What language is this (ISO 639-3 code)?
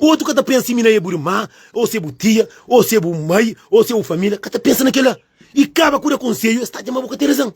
kea